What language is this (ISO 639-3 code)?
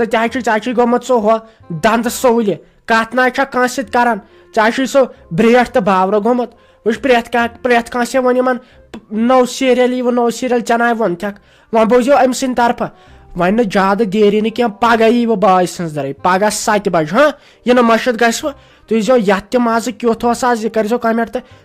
kas